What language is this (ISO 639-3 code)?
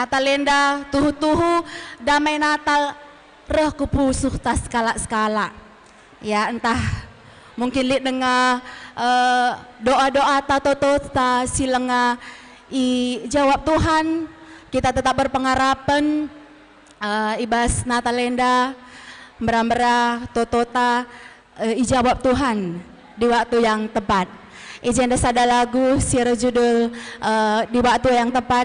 btx